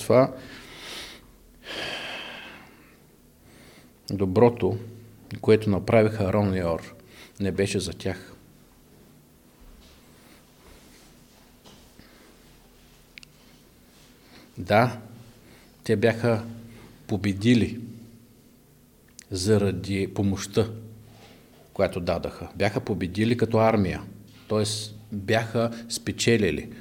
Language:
Bulgarian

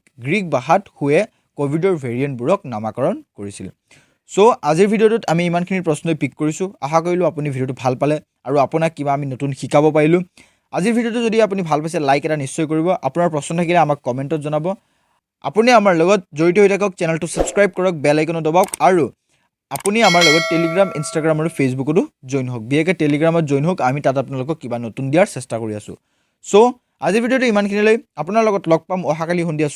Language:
Assamese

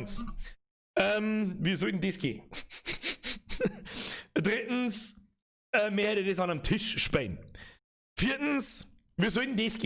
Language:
Bavarian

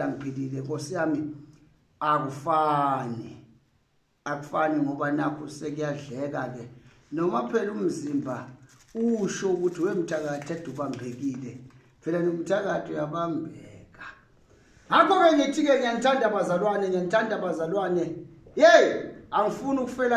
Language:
Zulu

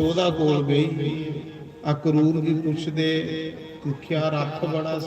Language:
Dogri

